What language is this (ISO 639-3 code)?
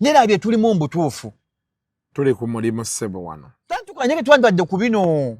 lug